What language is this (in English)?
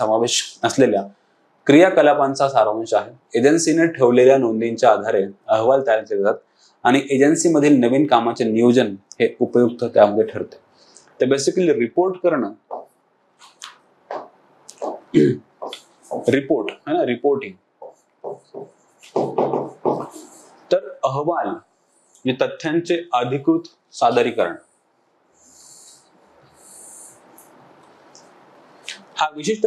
Marathi